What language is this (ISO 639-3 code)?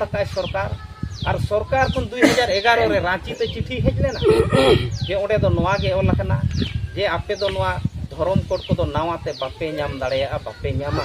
sat